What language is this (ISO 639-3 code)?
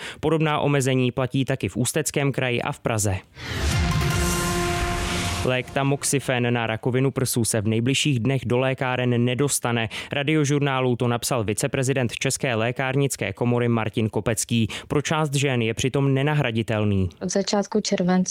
ces